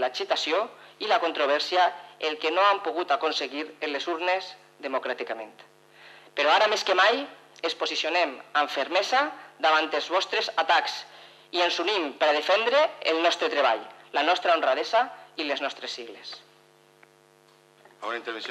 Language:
Catalan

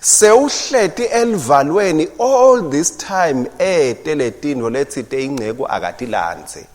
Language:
Swati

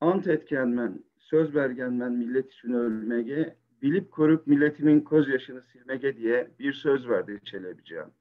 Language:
Crimean Tatar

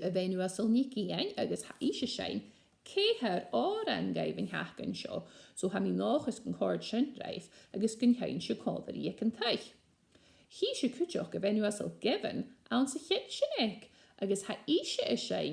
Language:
Scottish Gaelic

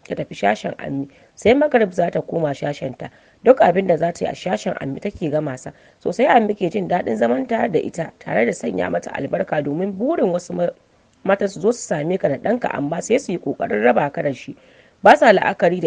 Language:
Hausa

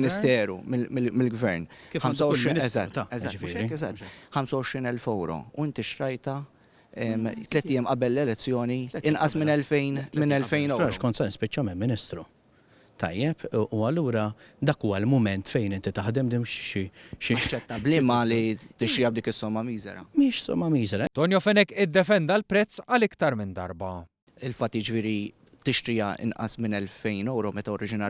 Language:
Maltese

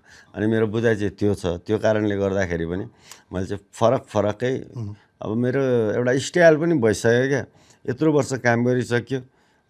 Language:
Nepali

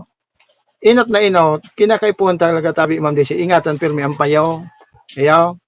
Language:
Bikol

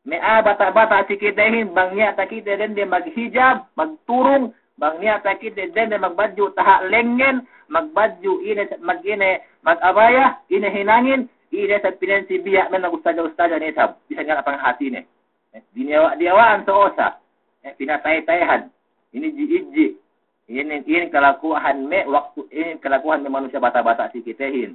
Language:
Yakan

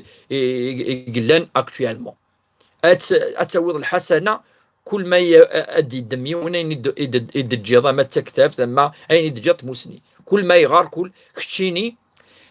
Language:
Kabyle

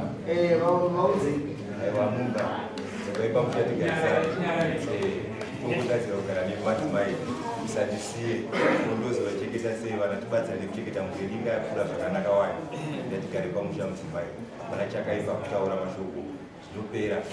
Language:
Shona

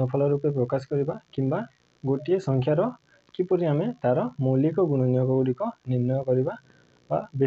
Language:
Odia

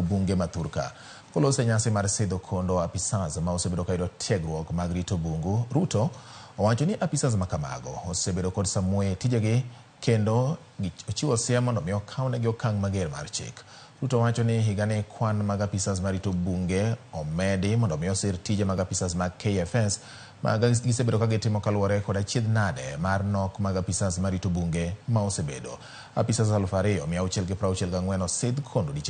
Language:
Luo (Kenya and Tanzania)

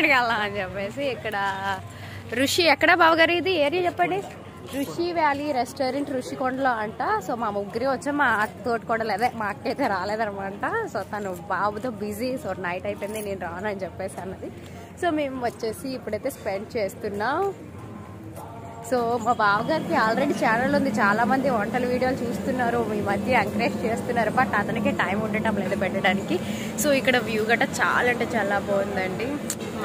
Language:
Telugu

